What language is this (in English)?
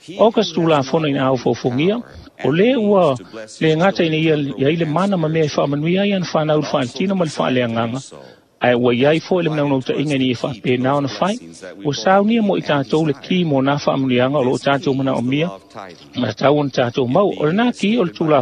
Samoan